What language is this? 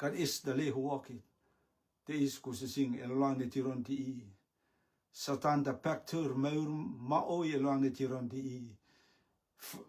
Rotuman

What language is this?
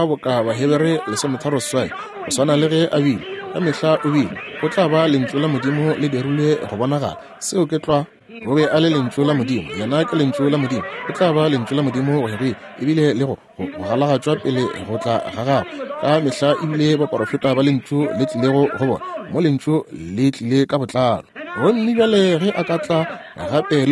Northern Sotho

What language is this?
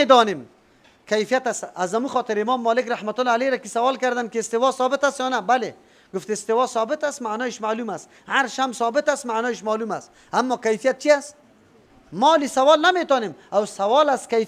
Persian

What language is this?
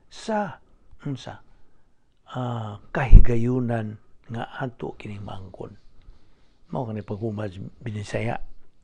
Cebuano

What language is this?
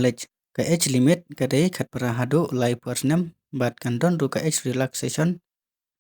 Khasi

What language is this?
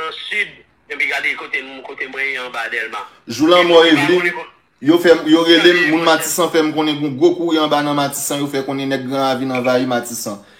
Haitian Creole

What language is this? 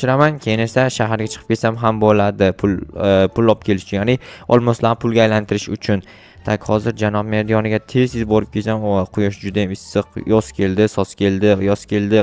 Uzbek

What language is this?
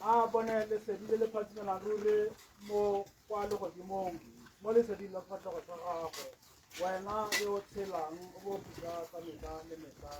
Tswana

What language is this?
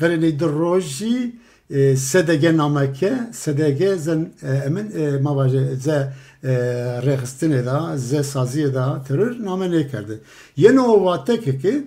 Zaza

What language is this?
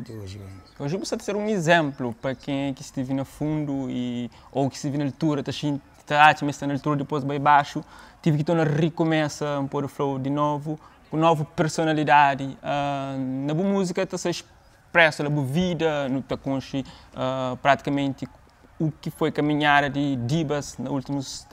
Kabuverdianu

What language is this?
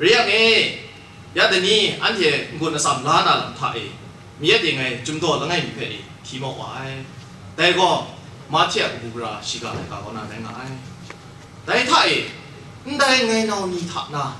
Kachin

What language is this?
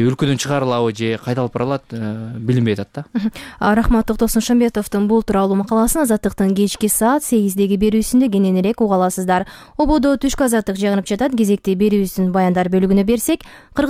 Kyrgyz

